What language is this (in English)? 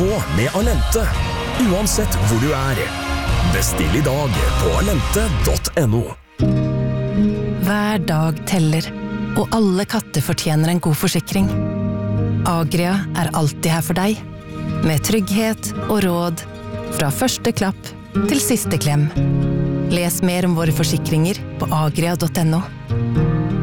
Norwegian